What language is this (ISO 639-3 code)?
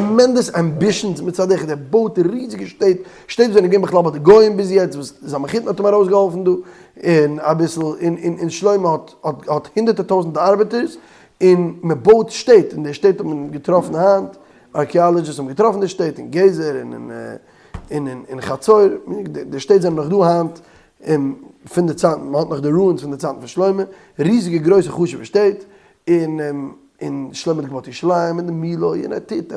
yid